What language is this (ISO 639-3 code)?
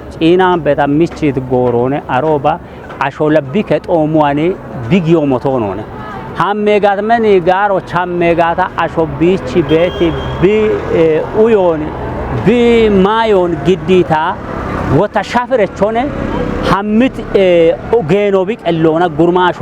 kbr